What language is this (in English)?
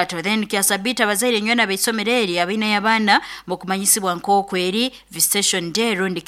Nyoro